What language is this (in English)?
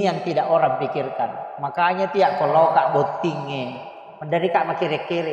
Buginese